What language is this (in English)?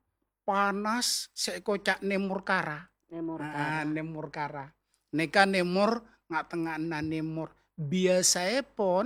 Madurese